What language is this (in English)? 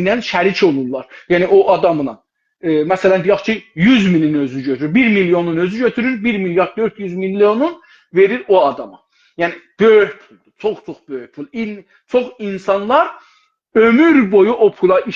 South Azerbaijani